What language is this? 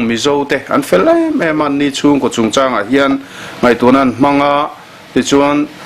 Mizo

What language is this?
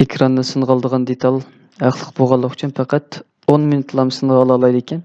Uyghur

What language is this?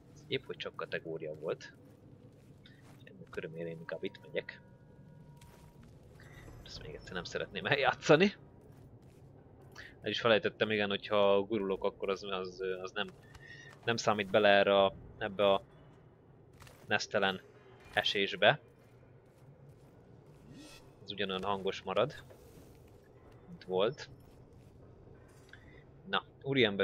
Hungarian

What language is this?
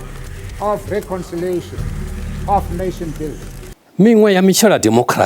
Venda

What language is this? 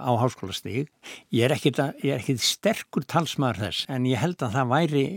Icelandic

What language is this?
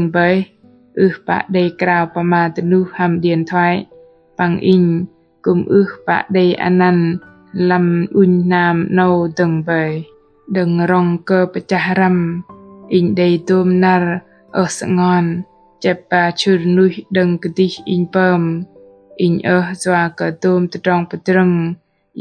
Bahnar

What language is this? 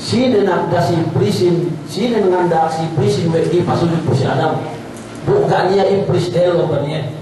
Yakan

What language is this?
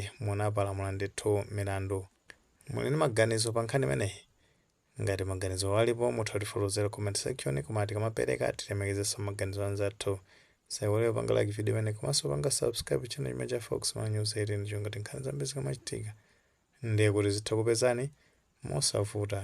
Nyanja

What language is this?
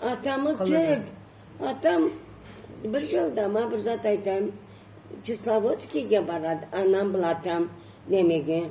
Karachay-Balkar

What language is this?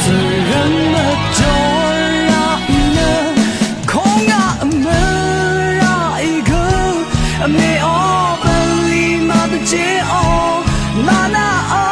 Rawang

